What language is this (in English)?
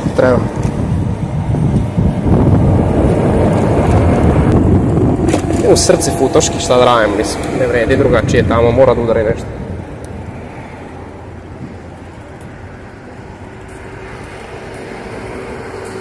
Serbian